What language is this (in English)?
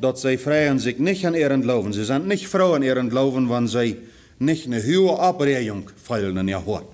Plautdietsch